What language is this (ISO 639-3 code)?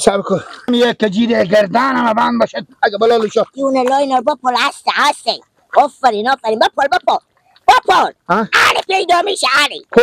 fas